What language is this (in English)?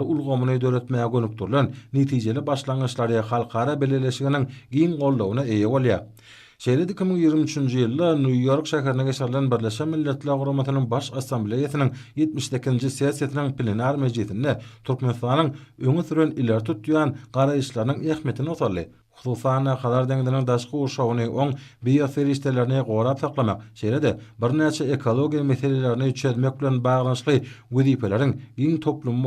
Turkmen